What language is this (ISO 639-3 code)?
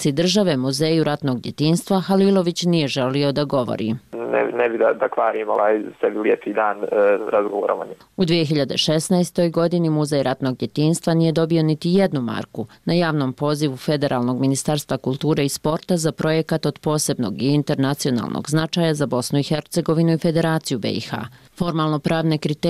bos